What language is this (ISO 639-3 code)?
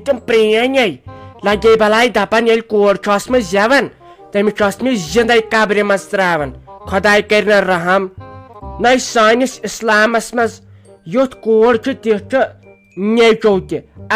kas